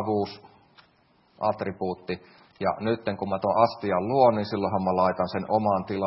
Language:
Finnish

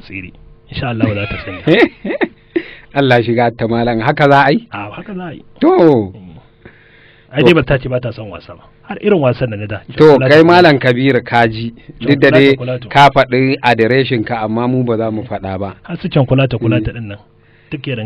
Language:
Hausa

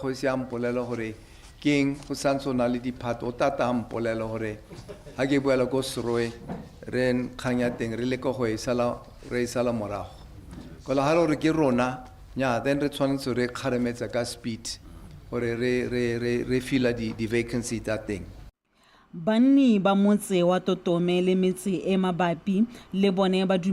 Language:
Tswana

